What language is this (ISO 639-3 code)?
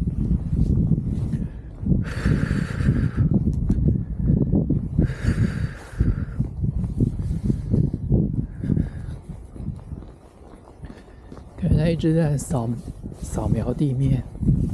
zho